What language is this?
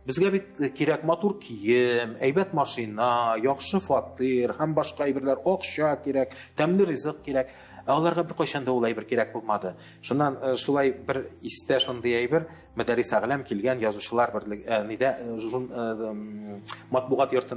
Tatar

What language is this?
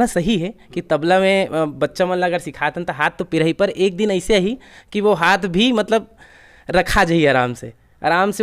Chhattisgarhi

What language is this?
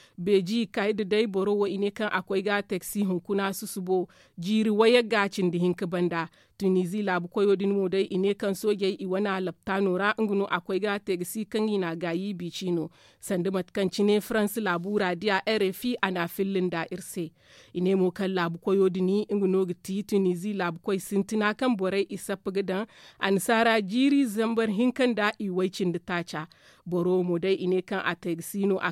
Zarma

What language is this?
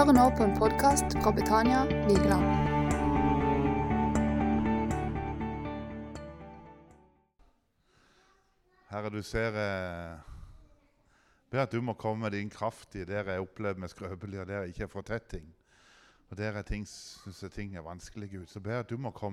Norwegian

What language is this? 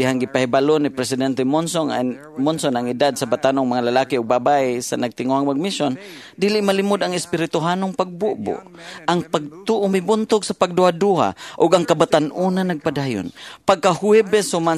Cebuano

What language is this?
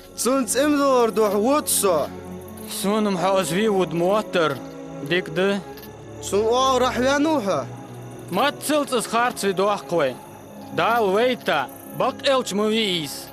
Ingush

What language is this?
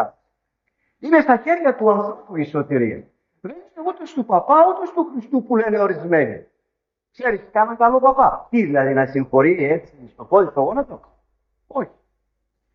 Greek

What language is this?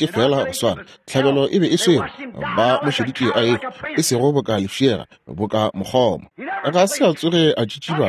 Northern Sotho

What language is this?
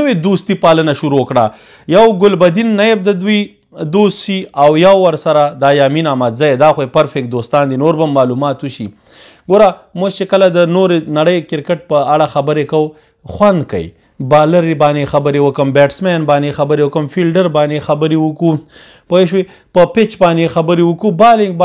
Pashto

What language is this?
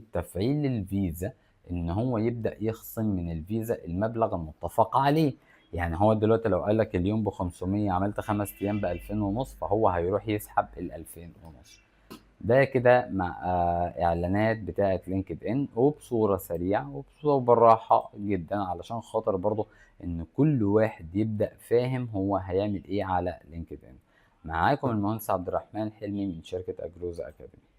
Egyptian Arabic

